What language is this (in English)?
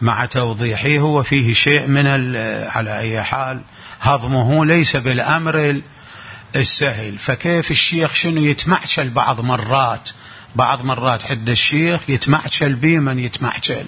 Mesopotamian Arabic